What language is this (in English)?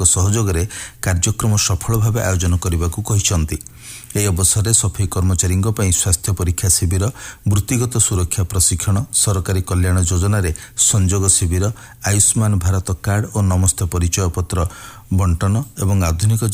Odia